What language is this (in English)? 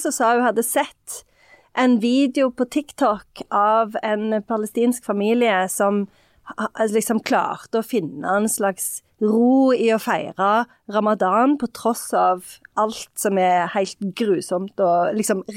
Norwegian